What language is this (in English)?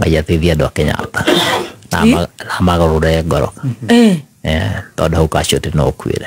Kikuyu